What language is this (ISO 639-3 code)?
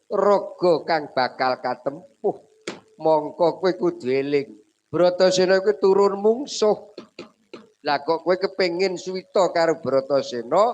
jav